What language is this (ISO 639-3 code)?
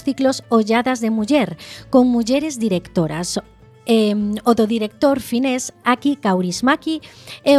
glg